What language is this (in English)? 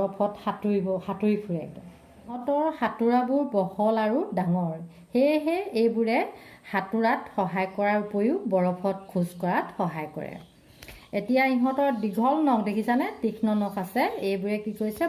Assamese